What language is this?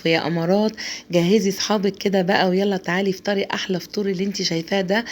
Egyptian Arabic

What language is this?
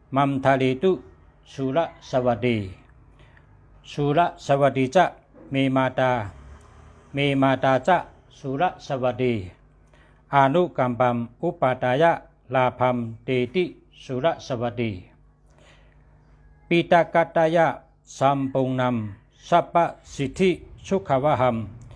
Shan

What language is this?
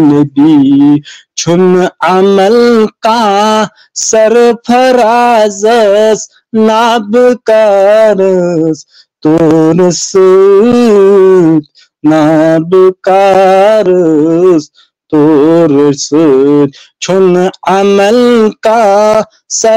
Kashmiri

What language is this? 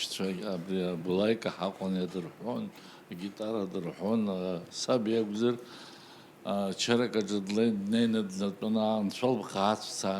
Abkhazian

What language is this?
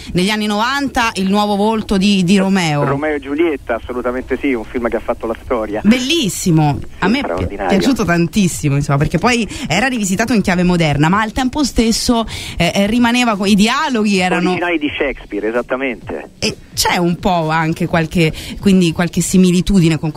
Italian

